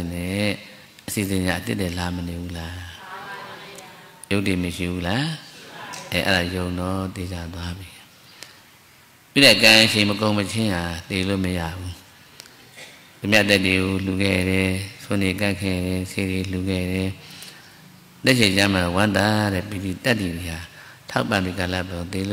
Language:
Burmese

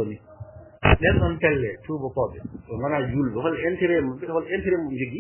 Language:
Fula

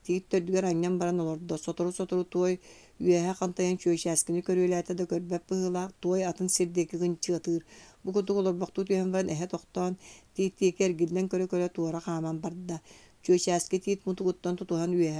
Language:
Yakut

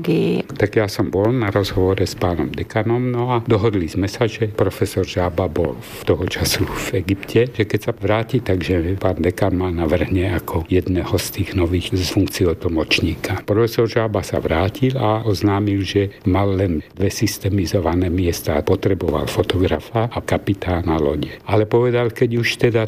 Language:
Slovak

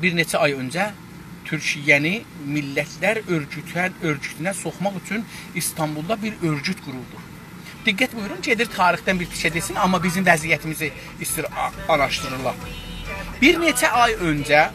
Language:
South Azerbaijani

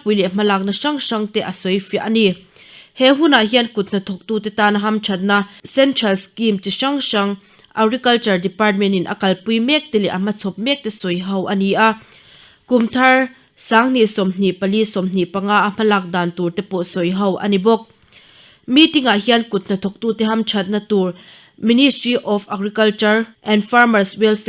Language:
Mizo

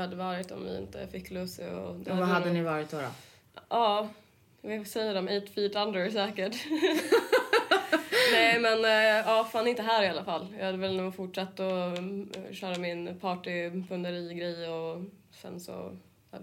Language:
Swedish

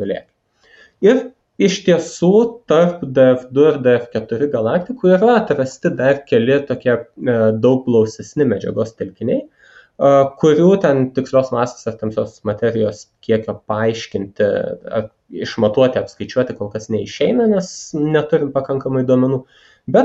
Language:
Lithuanian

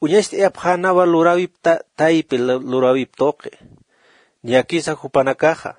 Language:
Aymara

